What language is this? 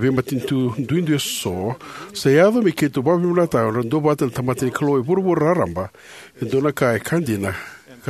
Fijian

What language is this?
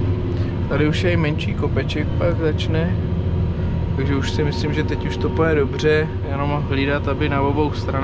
Czech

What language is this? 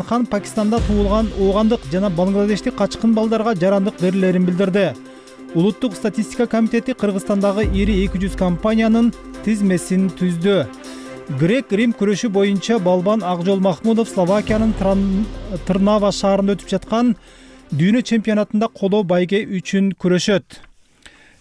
Kyrgyz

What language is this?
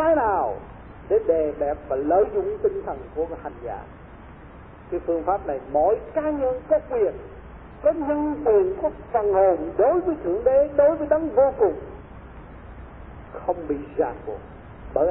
Vietnamese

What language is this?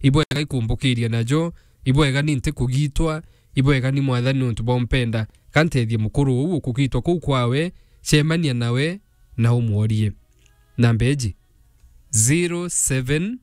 Meru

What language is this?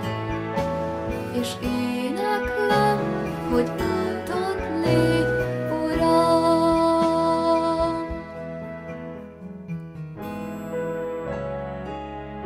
Hungarian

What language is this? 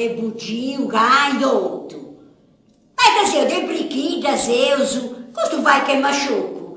Sardinian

